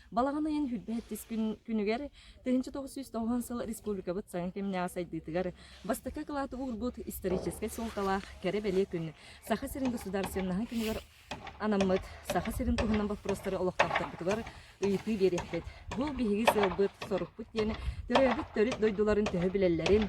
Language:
Yakut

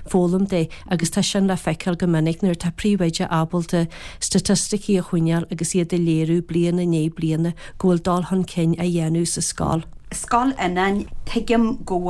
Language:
Irish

